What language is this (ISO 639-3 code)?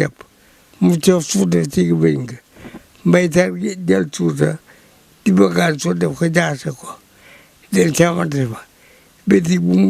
wol